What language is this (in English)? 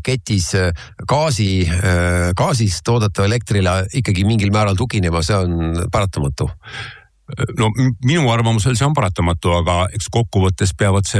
Estonian